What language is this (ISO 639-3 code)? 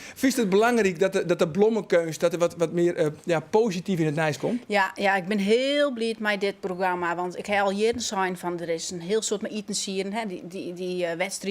fry